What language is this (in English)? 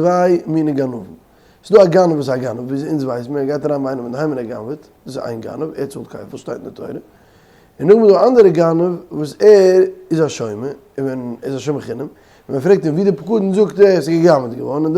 Yiddish